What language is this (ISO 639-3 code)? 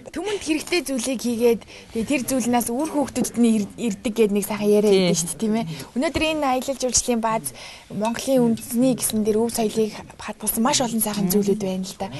mon